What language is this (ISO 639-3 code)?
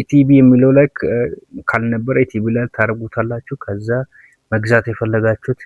amh